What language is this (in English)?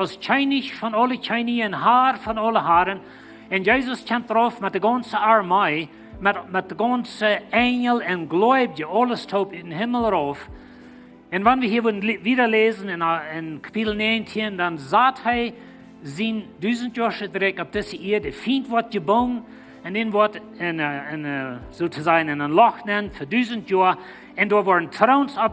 Plautdietsch